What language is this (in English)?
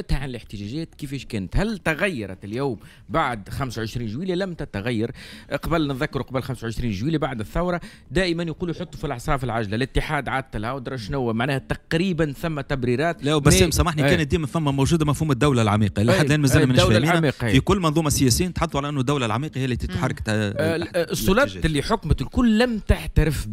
Tunisian Arabic